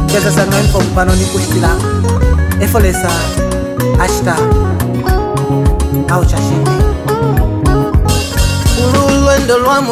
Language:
Bemba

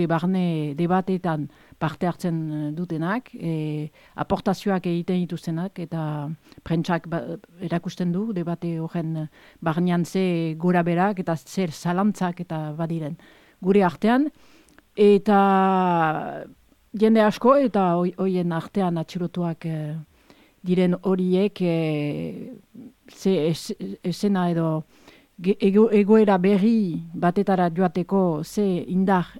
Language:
Basque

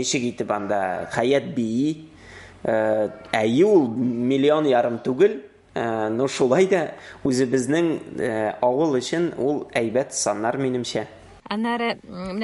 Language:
Tatar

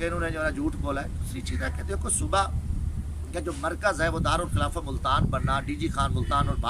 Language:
Saraiki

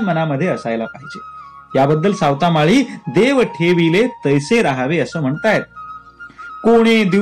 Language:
Marathi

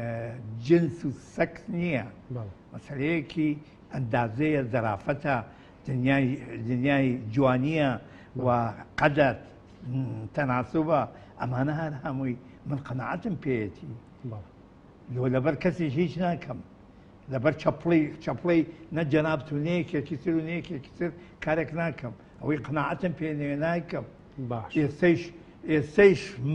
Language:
Central Kurdish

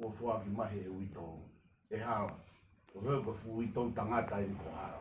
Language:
Tongan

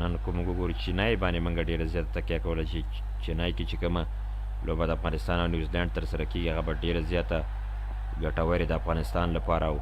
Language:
Pashto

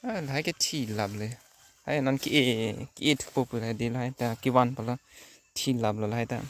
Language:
Karbi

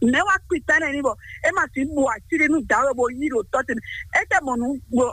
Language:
Fon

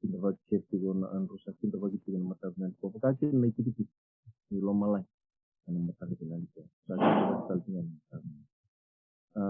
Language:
Fijian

